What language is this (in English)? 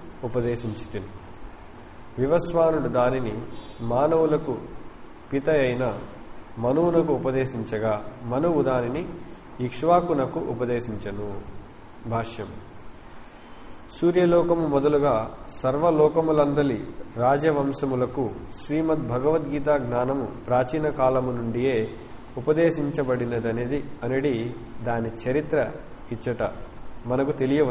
Telugu